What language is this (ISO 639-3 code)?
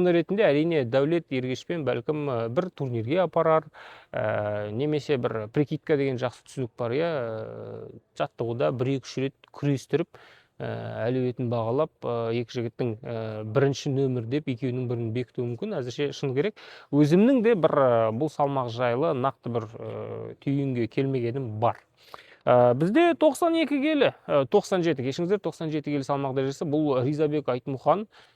kaz